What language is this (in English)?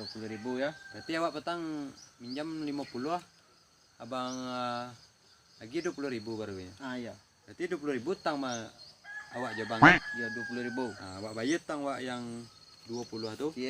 Minangkabau